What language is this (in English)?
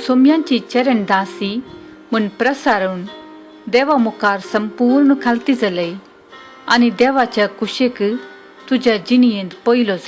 Konkani